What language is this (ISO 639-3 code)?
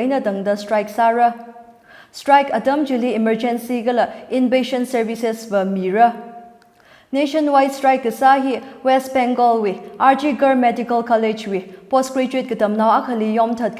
nmf